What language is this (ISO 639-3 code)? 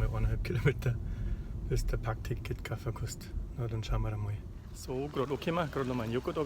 bar